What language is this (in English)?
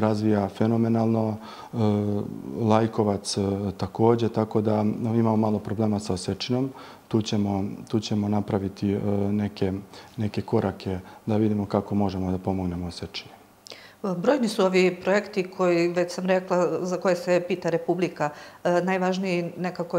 Serbian